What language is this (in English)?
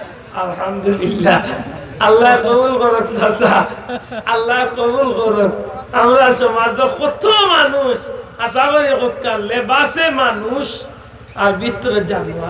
Sylheti